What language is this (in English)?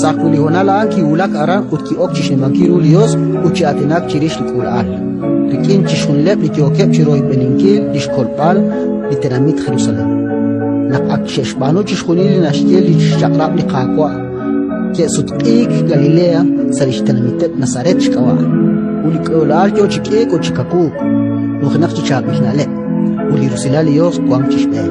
Kekchí